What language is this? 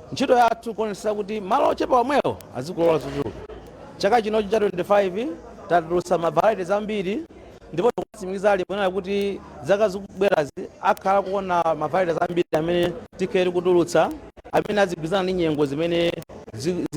Nyanja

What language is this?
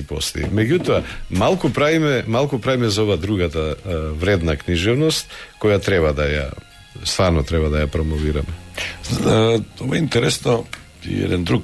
Macedonian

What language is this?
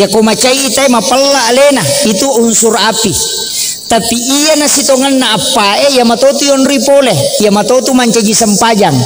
Buginese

